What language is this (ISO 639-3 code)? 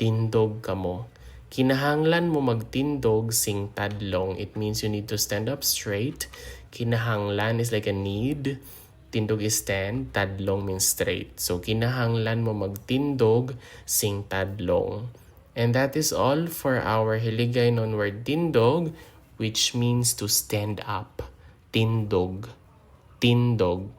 hil